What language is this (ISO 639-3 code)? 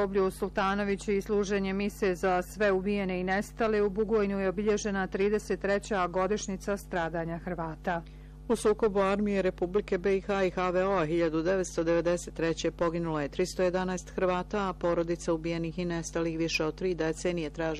bos